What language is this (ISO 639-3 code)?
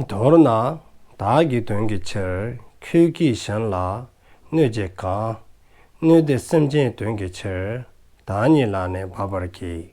dzo